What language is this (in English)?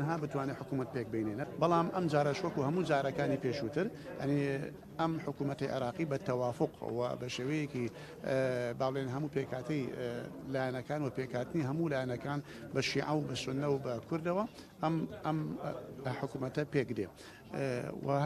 Central Kurdish